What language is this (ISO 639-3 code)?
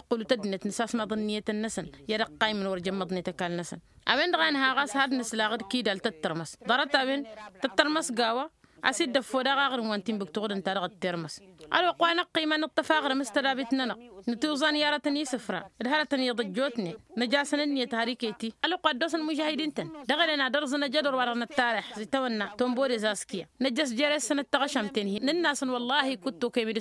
taq